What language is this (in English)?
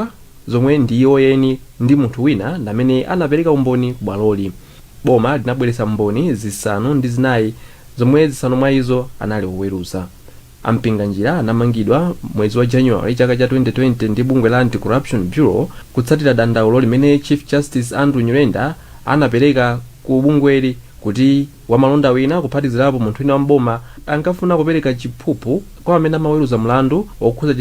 Nyanja